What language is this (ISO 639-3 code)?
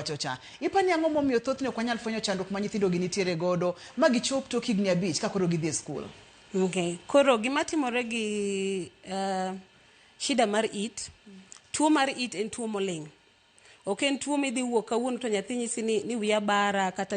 luo